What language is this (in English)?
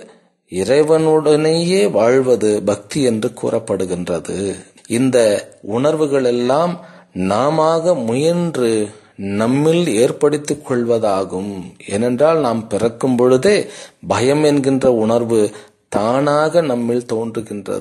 Tamil